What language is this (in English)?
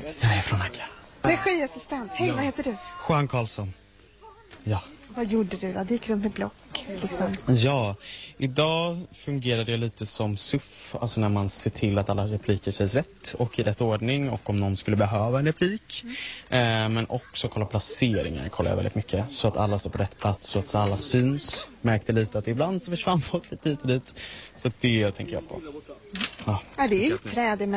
Swedish